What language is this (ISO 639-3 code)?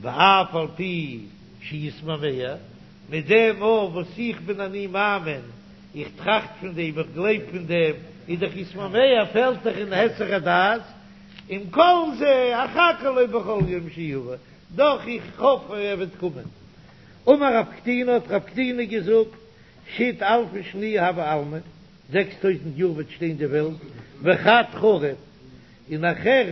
yid